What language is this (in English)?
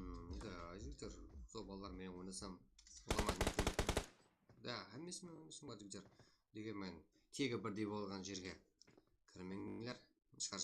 Kara-Kalpak